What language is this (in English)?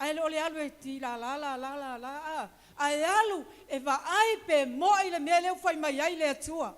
Samoan